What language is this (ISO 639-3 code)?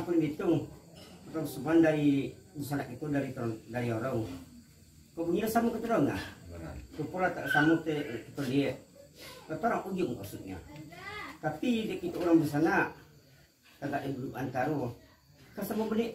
min